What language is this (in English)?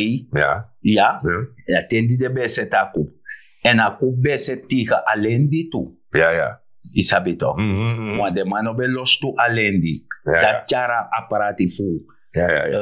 Sranan Tongo